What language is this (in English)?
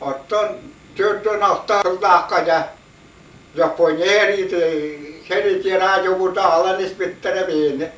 Yakut